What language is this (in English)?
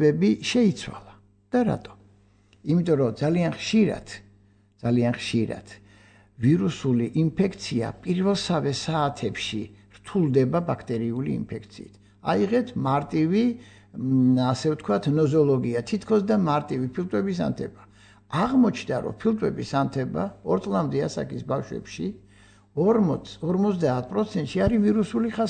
Georgian